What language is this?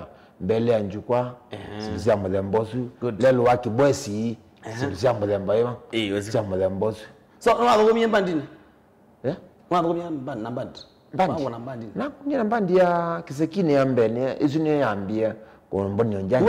Kamba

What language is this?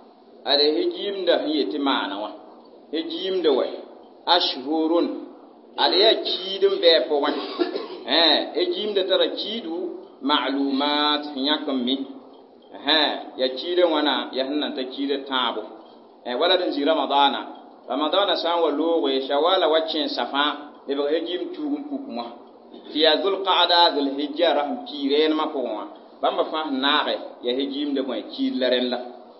Mossi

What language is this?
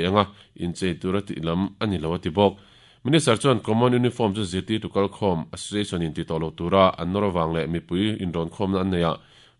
Mizo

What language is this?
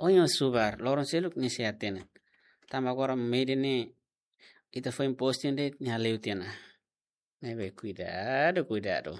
Tetum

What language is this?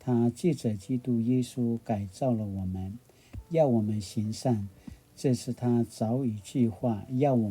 Paiwan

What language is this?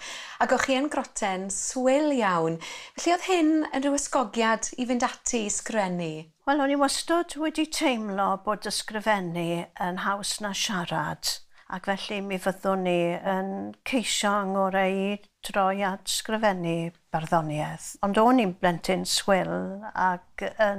Welsh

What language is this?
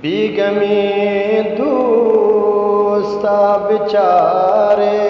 Eastern Balochi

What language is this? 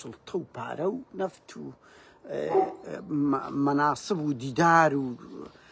Central Kurdish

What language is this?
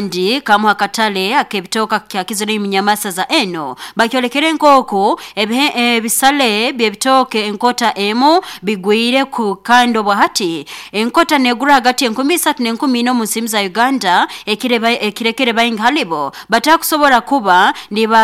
Nyoro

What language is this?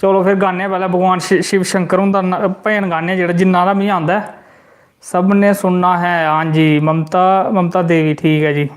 Dogri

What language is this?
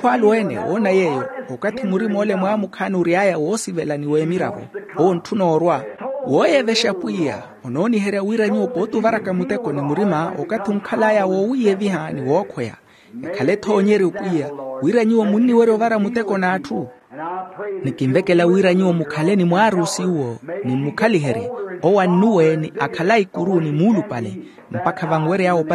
Makhuwa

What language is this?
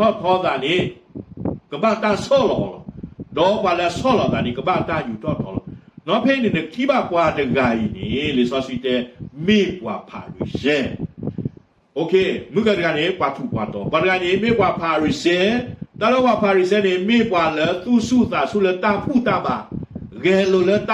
S'gaw Karen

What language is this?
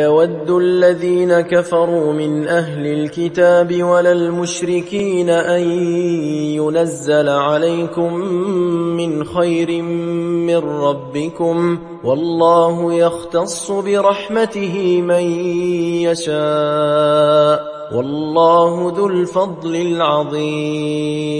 Arabic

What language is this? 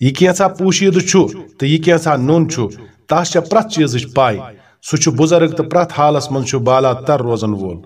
Kashmiri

